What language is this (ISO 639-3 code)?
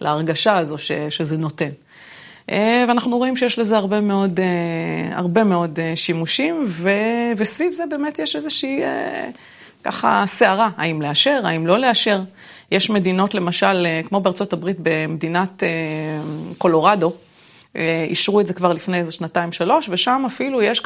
heb